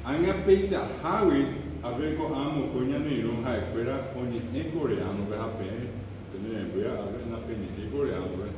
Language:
Guarani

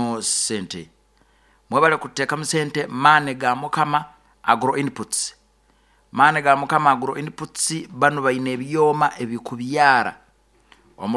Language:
Nyoro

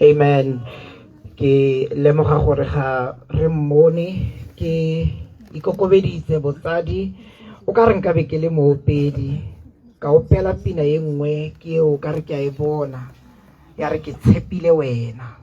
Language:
Tswana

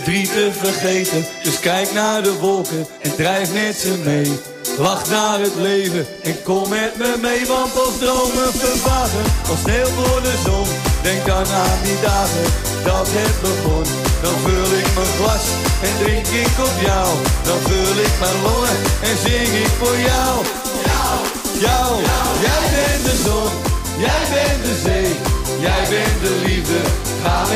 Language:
Dutch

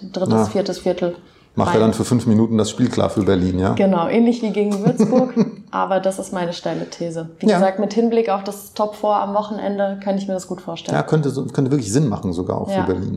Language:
German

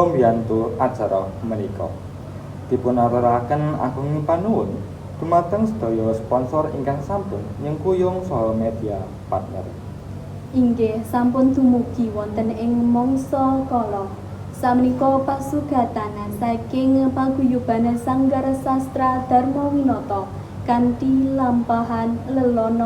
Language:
Javanese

